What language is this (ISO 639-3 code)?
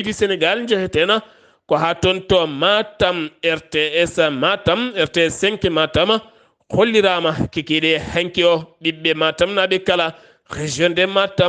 ful